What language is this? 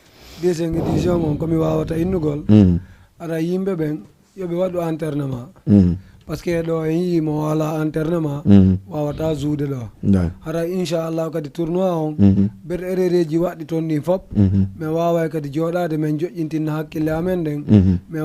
Fula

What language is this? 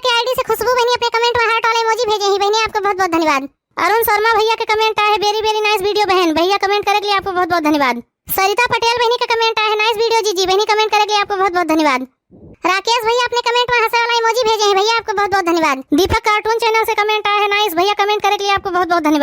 Awadhi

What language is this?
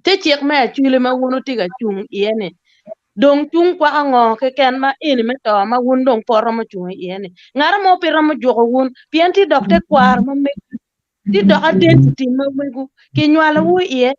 Acoli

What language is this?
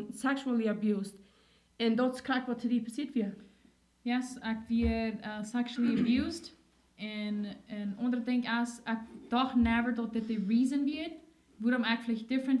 Plautdietsch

